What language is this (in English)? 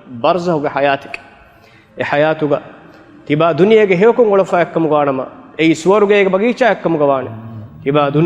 Divehi